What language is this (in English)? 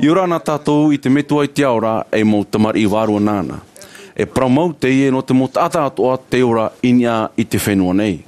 Tahitian